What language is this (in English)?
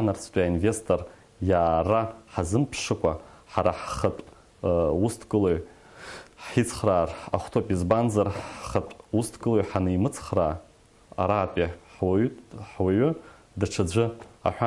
Abkhazian